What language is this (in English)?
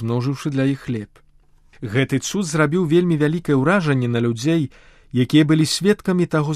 Belarusian